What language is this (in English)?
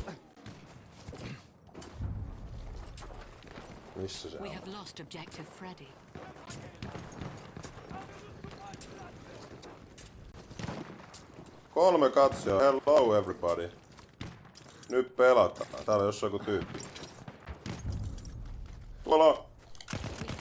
Finnish